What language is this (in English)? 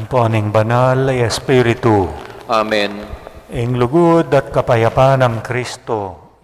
Pampanga